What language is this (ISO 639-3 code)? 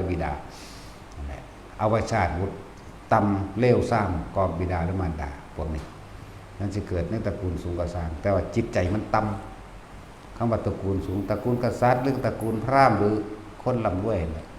tts